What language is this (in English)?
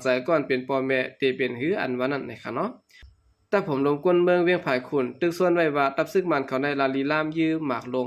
Shan